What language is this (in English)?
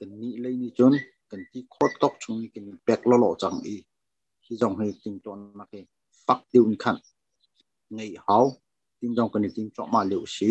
Hakha Chin